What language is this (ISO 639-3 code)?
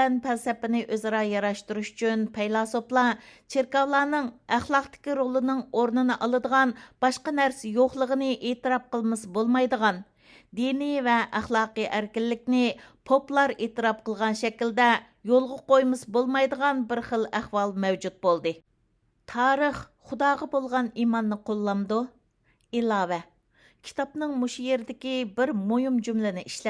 uig